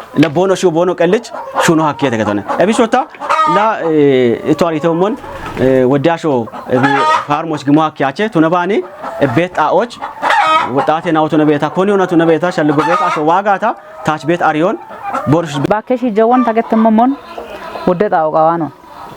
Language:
Kafa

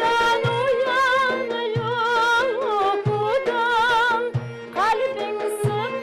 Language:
Crimean Tatar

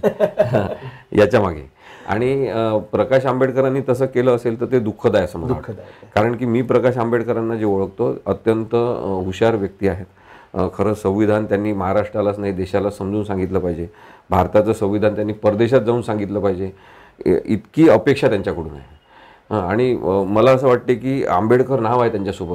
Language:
Marathi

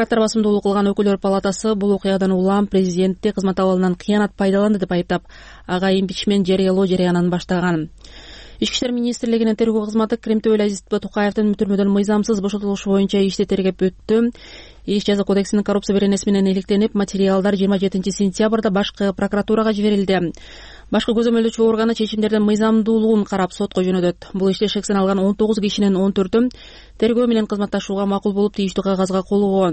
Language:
Kyrgyz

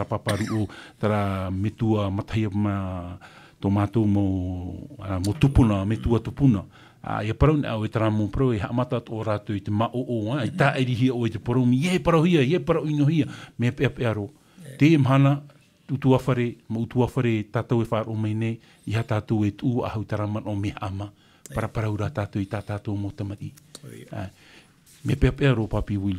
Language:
Tahitian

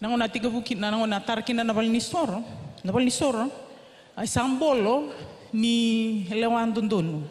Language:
Fijian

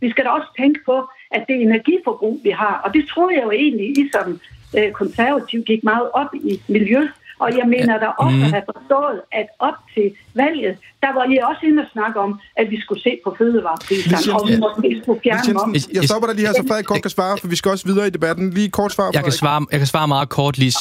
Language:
Danish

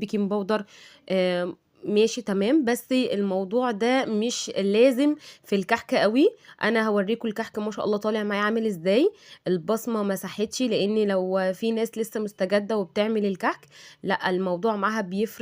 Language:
Egyptian Arabic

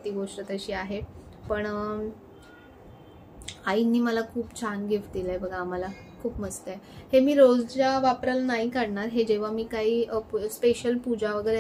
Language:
Marathi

